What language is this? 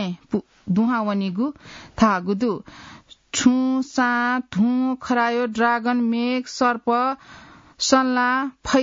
Newari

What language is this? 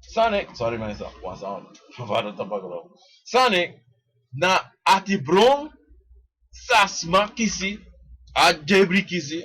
Sranan Tongo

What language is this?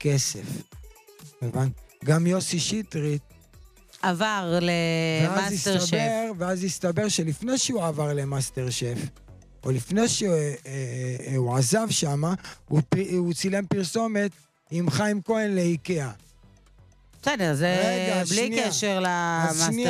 Hebrew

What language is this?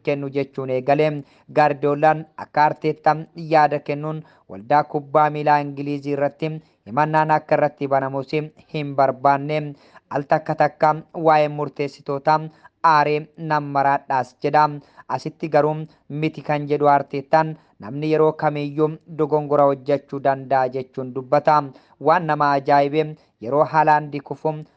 Oromo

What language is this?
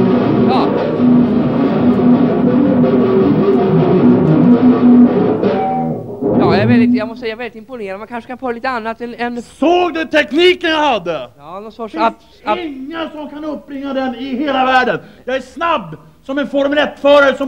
Swedish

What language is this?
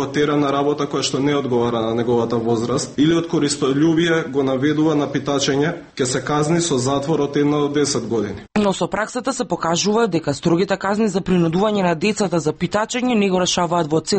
Macedonian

